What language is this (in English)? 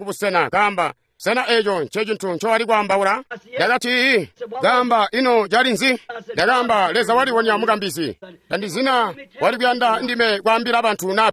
Tonga (Zambia)